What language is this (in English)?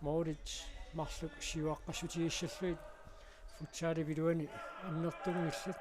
Kalaallisut